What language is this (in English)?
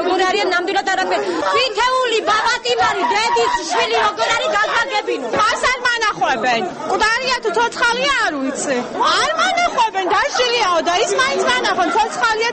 Georgian